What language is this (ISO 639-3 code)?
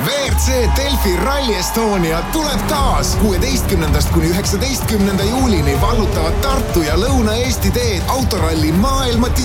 est